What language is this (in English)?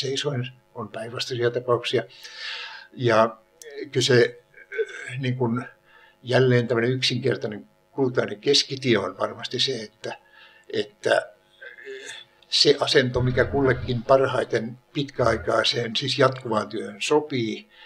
Finnish